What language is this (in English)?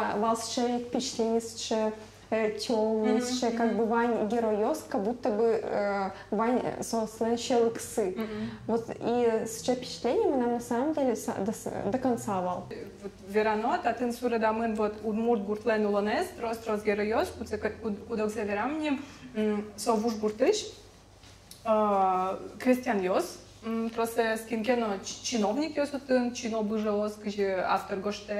Udmurt